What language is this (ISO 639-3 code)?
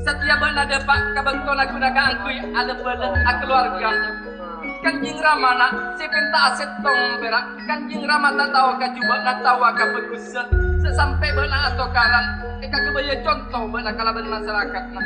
mad